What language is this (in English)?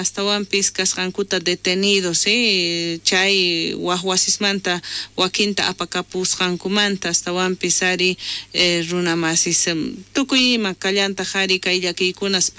South Bolivian Quechua